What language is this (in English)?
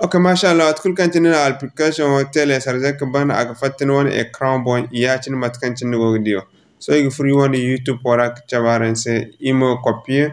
Zarma